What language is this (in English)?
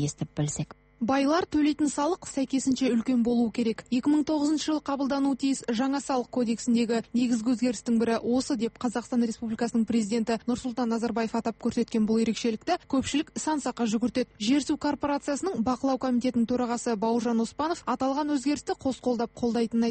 Kazakh